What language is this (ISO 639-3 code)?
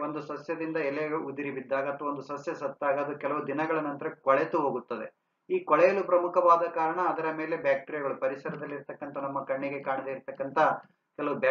kan